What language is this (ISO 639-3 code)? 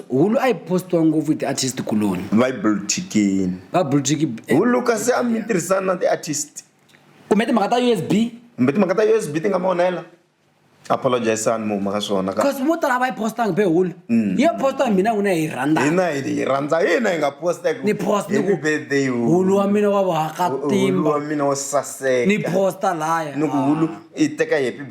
tso